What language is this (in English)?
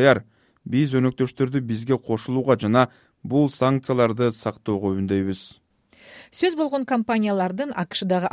Kyrgyz